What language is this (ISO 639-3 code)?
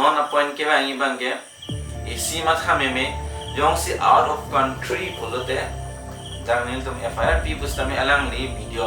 mjw